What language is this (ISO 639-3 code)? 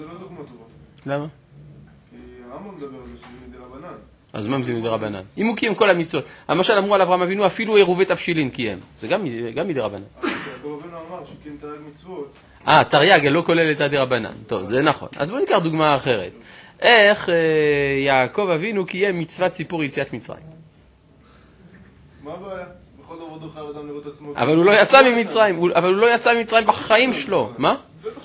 heb